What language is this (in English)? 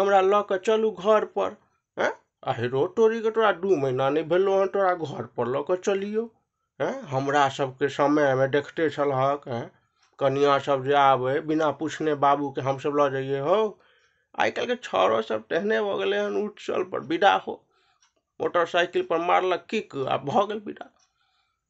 Maithili